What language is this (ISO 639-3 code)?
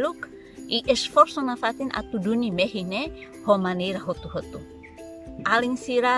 tet